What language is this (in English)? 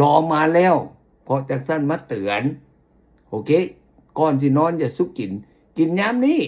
Lao